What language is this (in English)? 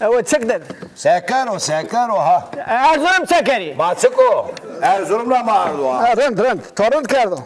Zaza